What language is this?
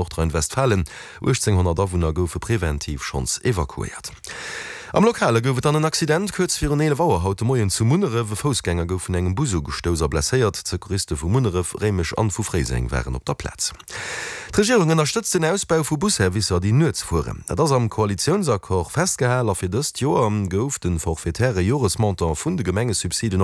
Luxembourgish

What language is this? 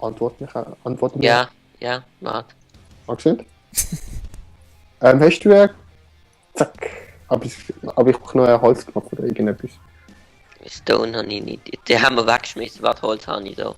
Swiss German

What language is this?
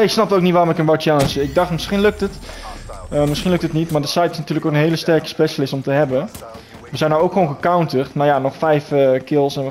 Dutch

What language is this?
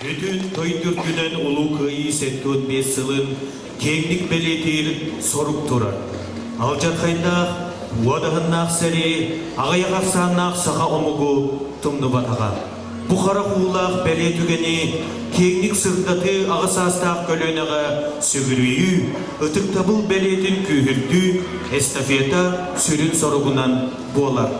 Yakut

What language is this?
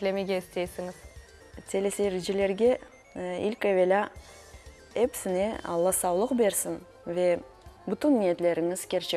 Crimean Tatar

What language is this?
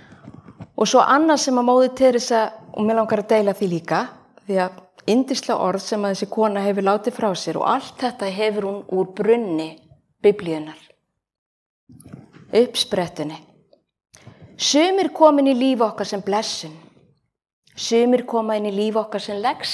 Icelandic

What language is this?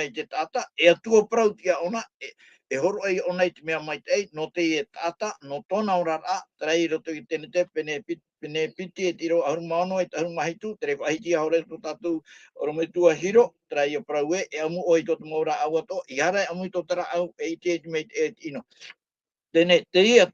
Tahitian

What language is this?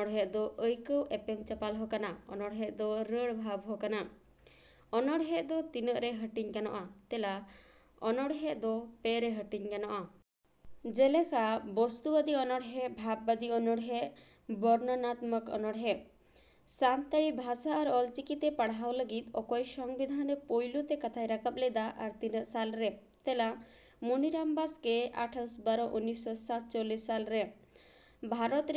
Santali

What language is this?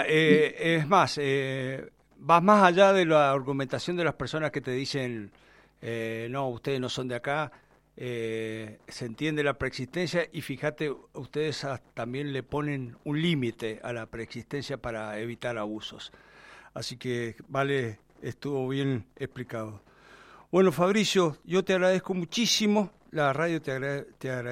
Spanish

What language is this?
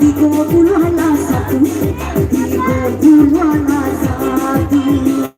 Minangkabau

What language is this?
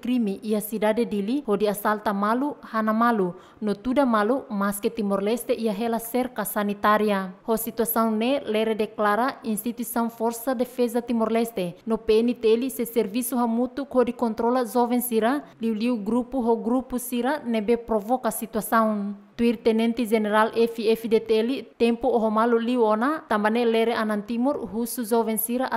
Tetum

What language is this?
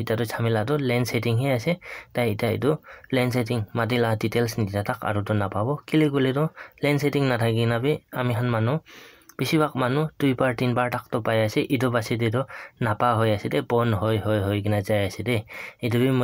Naga Pidgin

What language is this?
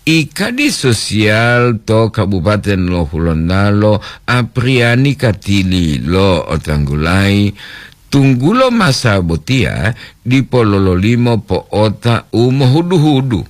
Gorontalo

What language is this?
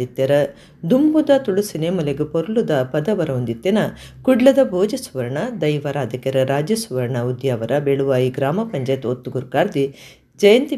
Tulu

